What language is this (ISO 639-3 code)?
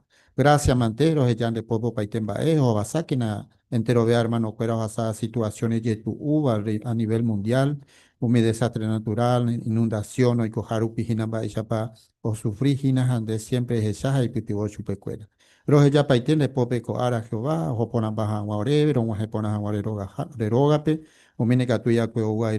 grn